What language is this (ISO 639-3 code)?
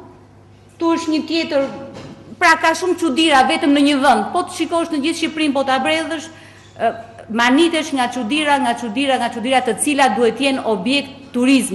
sqi